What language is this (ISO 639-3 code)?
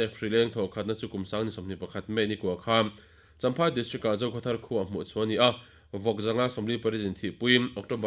lus